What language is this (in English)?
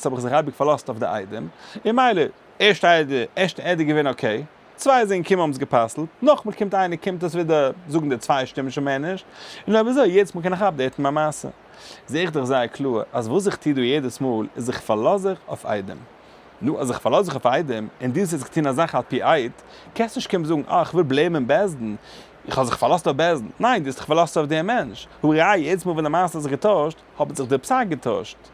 Yiddish